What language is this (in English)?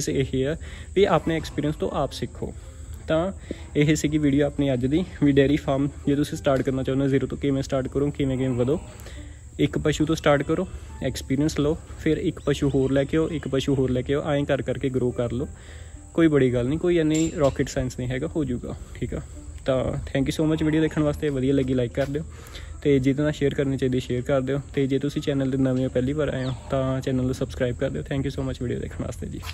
Punjabi